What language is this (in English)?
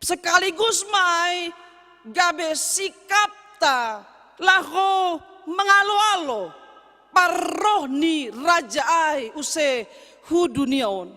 Batak Simalungun